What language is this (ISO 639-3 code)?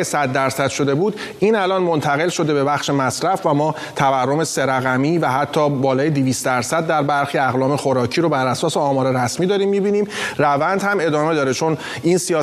fas